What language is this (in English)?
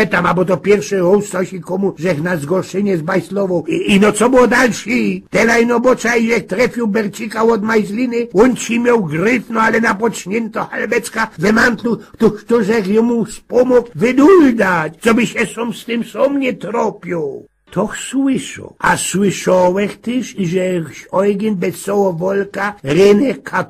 Silesian